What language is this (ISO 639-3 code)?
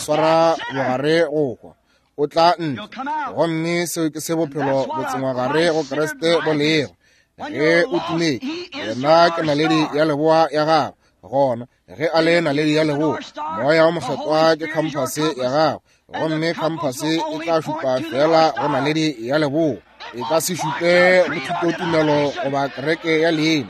nso